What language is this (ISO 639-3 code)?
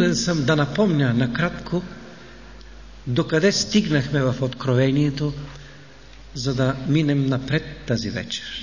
bul